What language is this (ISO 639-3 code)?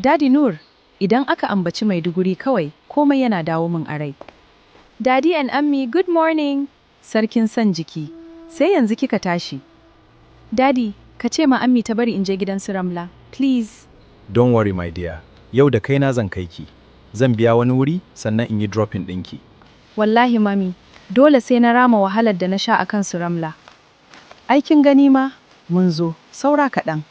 hau